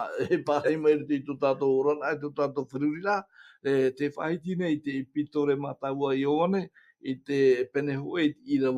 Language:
Tahitian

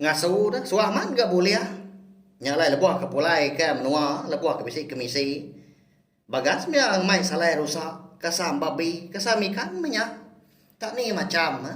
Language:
Iban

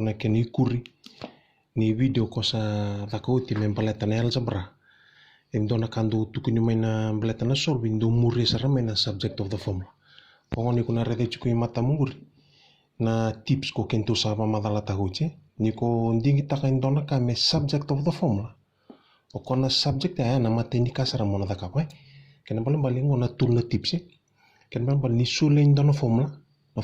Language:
Fijian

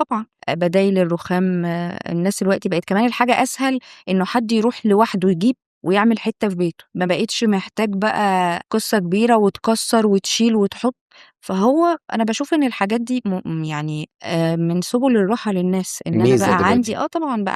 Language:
Egyptian Arabic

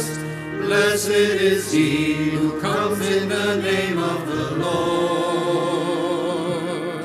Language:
English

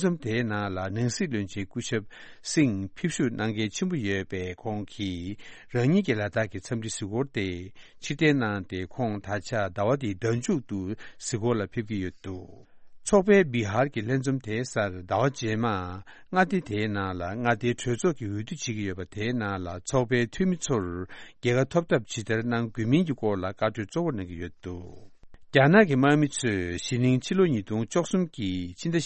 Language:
Tibetan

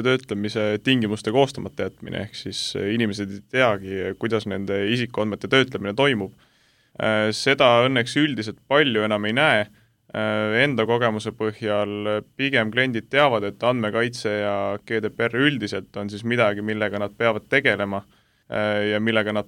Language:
Estonian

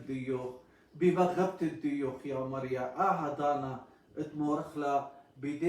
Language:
Assyrian Neo-Aramaic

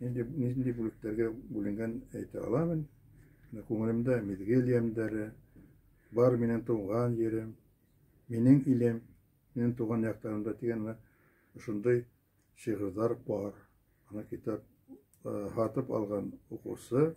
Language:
Bashkir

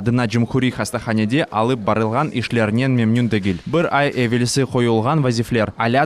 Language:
Crimean Tatar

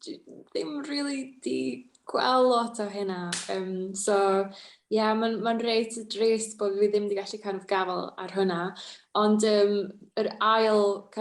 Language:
Welsh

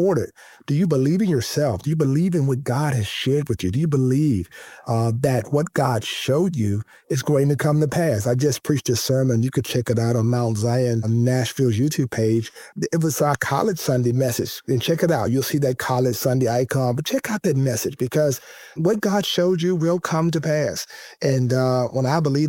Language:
English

